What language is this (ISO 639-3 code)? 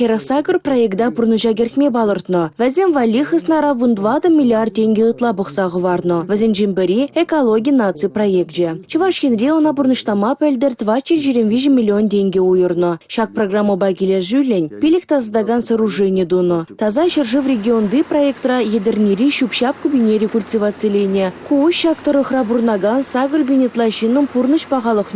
chv